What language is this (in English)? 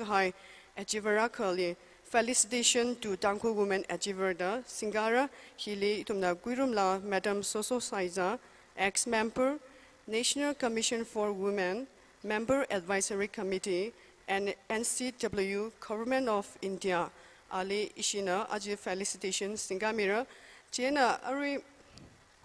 Tangkhul Naga (India)